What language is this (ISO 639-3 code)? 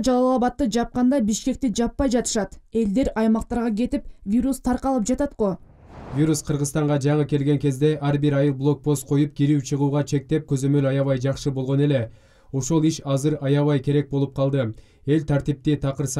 kir